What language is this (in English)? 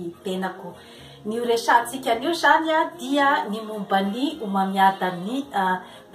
Malagasy